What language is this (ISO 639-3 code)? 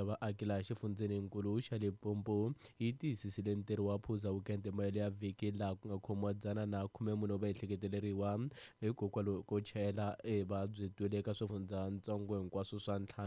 tso